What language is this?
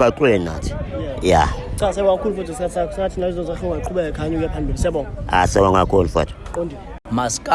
Zulu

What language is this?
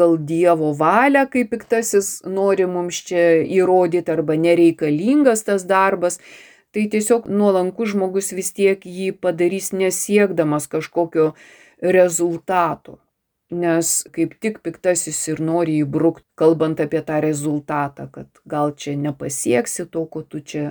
Lithuanian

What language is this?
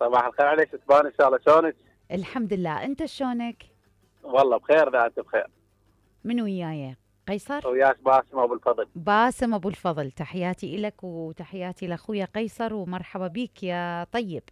Mesopotamian Arabic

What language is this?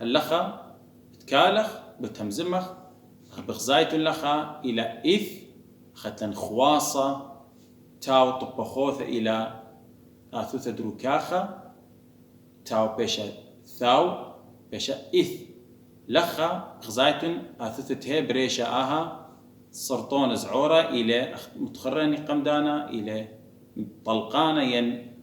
Assyrian Neo-Aramaic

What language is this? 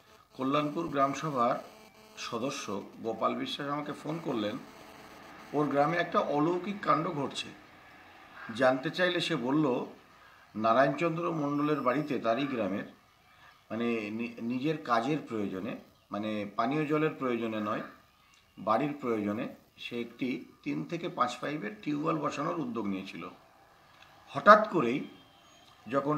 Bangla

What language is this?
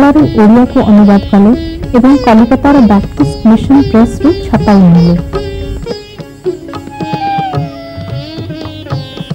Odia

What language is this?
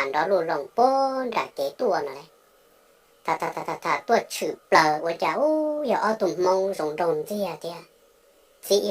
Hmong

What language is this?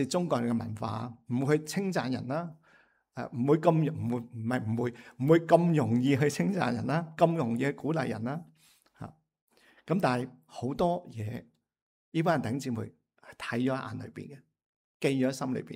Cantonese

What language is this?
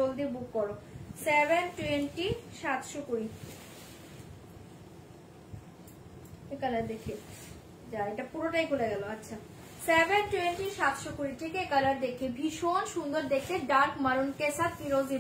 Bangla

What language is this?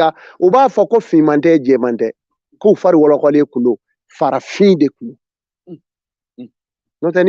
Bambara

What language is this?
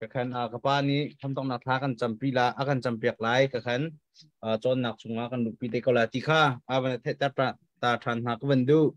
Hakha Chin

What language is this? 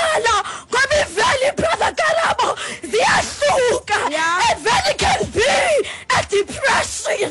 Xhosa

